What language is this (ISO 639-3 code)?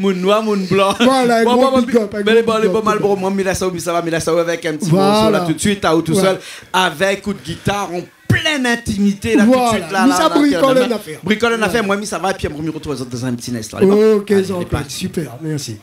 rcf